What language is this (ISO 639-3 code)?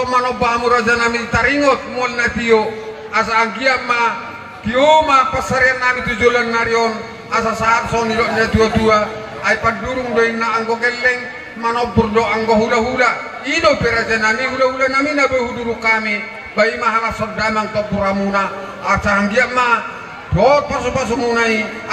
bbc